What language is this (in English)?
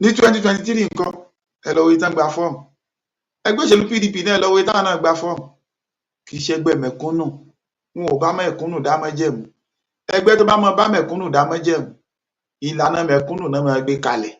Yoruba